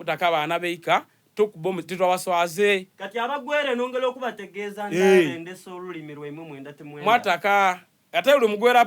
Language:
Soga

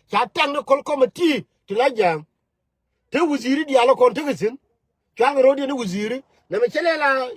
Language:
Nuer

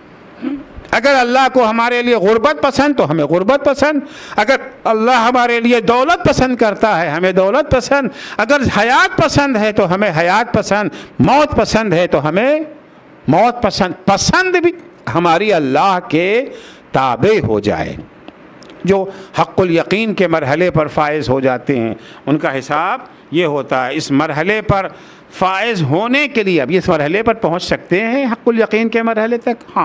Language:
Urdu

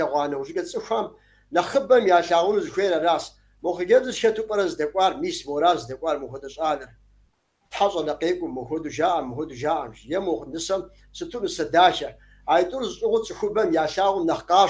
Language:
Kabardian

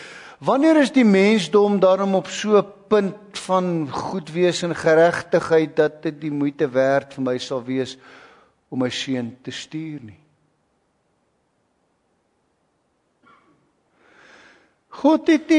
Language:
Afrikaans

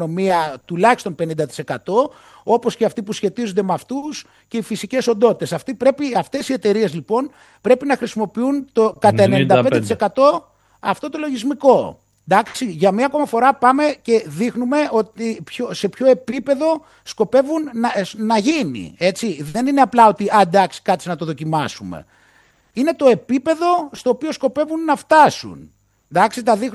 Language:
Greek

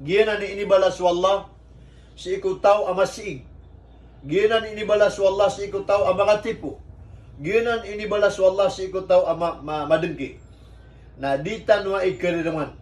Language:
Maranao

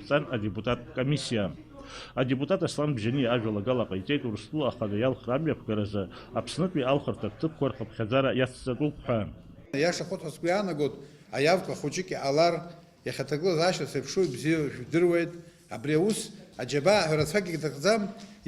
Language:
Abkhazian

